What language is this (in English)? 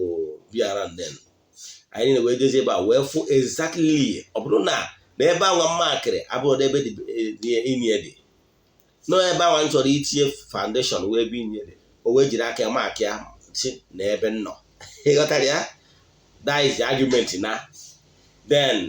Igbo